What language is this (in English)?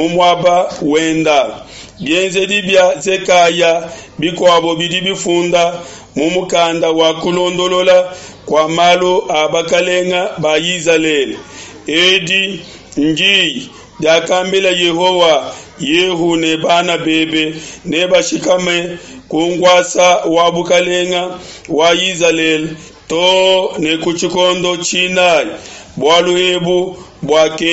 Luba-Lulua